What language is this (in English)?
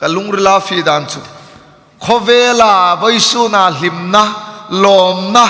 Hmar